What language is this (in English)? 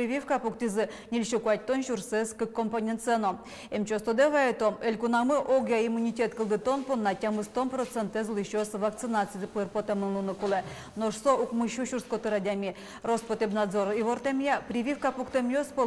Udmurt